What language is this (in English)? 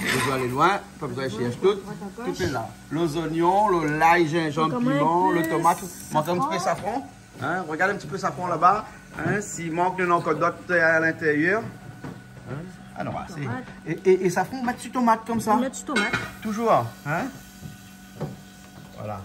Réunion Creole French